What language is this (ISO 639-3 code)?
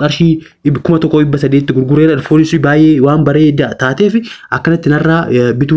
orm